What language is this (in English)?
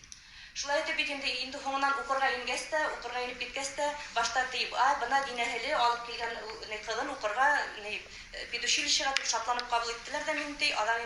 Bashkir